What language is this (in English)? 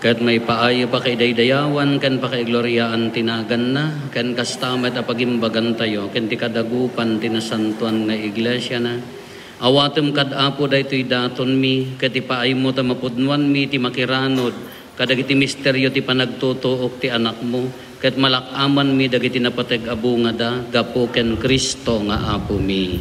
Iloko